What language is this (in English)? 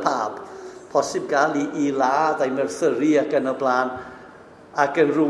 Welsh